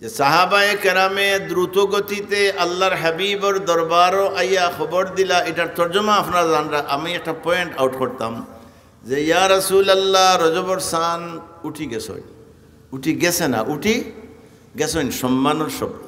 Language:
Sylheti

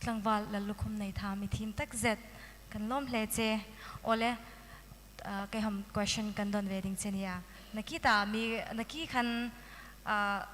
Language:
Hmar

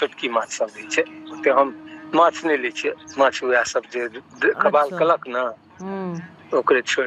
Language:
Maithili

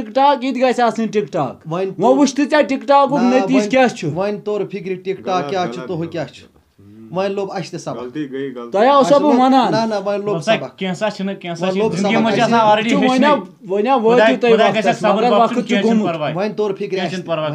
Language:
Kashmiri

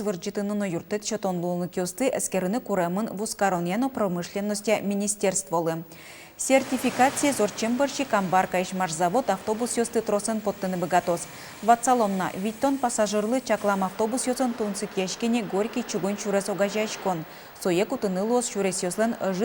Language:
Udmurt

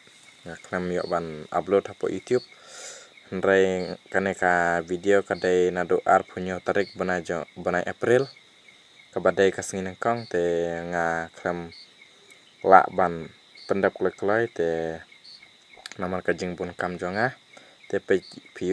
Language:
Khasi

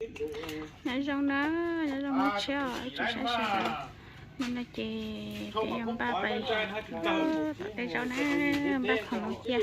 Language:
Hmong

